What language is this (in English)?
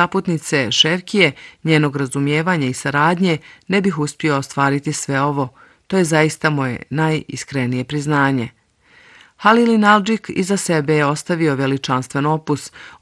Bosnian